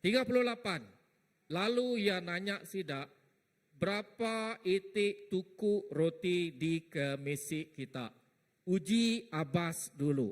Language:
Iban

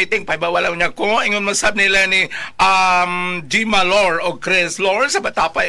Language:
Cebuano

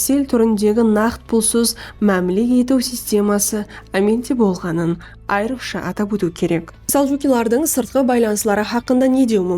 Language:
Kara-Kalpak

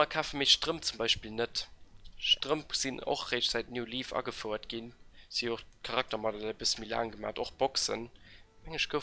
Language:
Luxembourgish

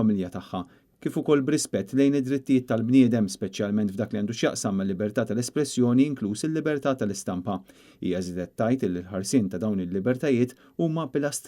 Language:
Maltese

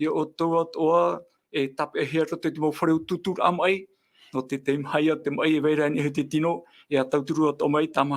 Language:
Tahitian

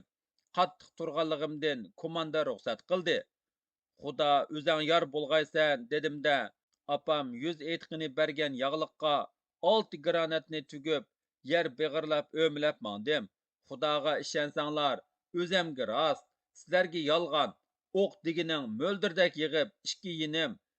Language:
Uyghur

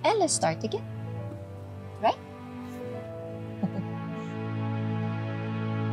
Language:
Filipino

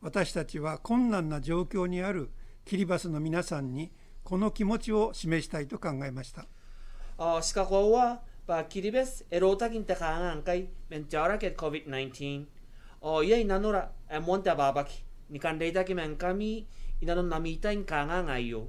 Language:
Gilbertese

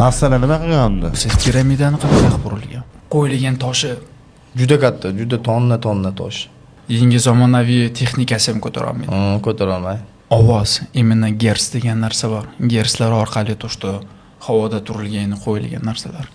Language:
Uzbek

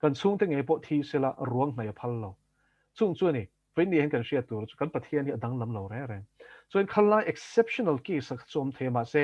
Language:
Mizo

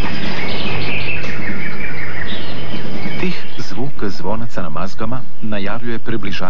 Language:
Croatian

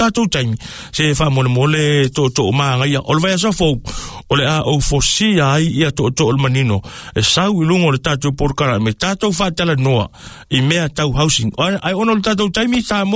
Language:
Samoan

